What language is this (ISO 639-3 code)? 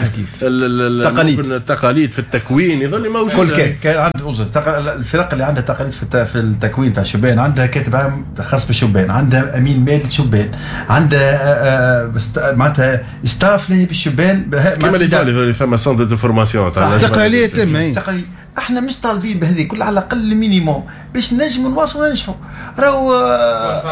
aeb